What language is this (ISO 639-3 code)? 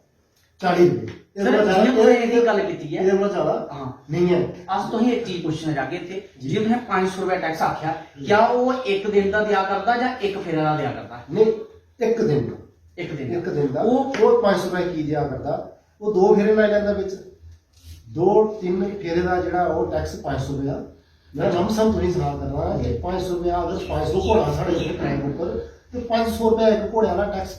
doi